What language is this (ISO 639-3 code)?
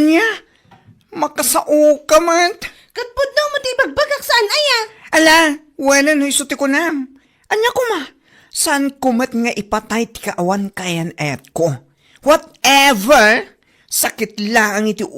ilo